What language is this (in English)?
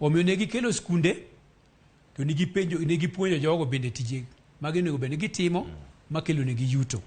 Luo (Kenya and Tanzania)